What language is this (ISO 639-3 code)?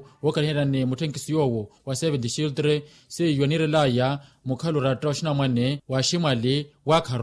vmw